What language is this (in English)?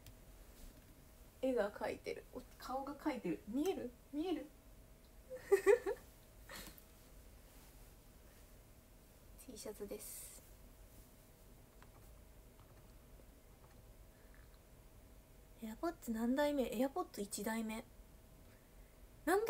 Japanese